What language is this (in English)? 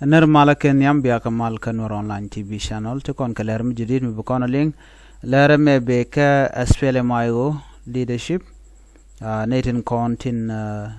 Nuer